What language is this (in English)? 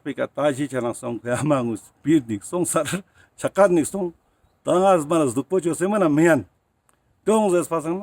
Ladakhi